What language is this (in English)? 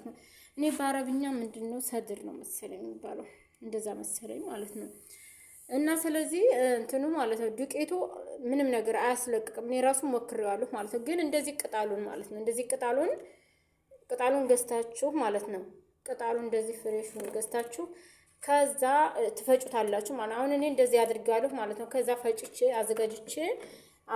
Amharic